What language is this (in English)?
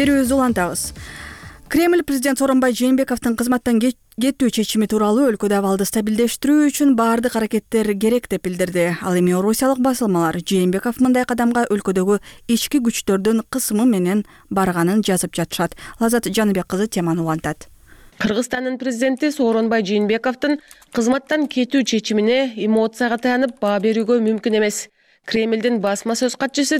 Kyrgyz